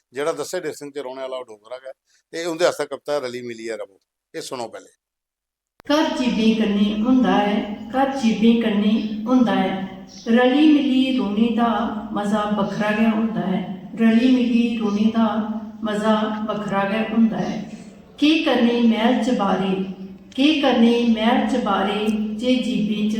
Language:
Dogri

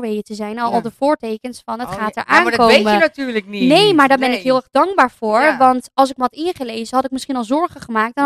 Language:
Dutch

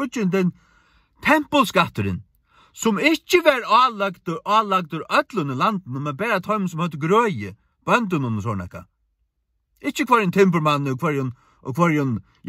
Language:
Faroese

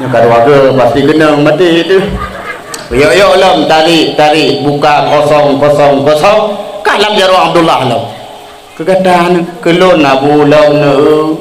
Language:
Achinese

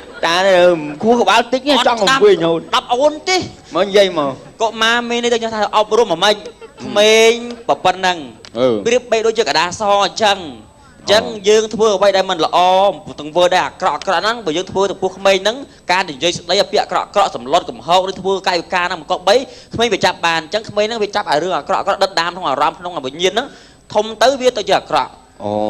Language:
Khmer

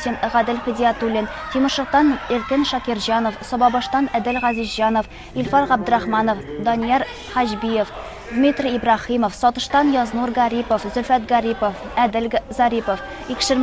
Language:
Tatar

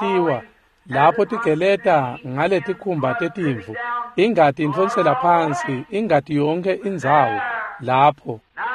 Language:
Swati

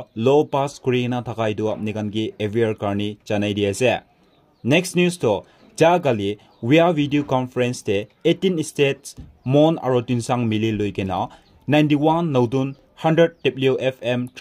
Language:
Naga Pidgin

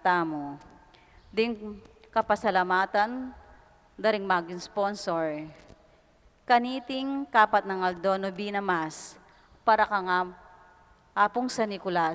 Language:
Pampanga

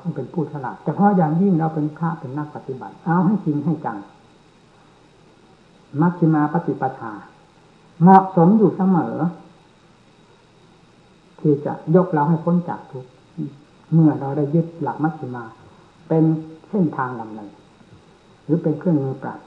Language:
Thai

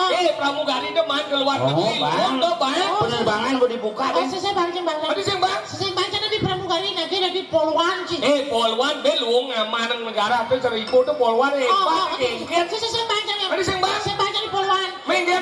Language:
Balinese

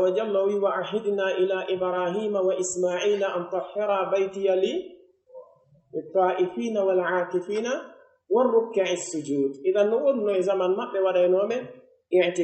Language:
Pular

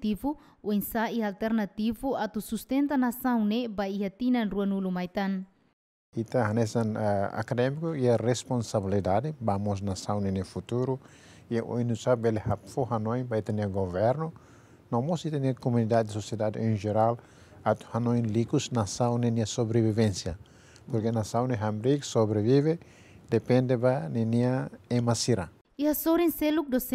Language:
Tetum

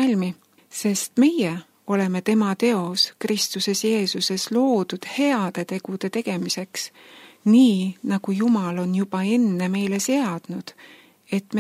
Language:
Estonian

